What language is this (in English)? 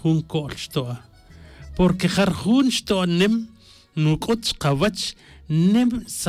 Tz'utujil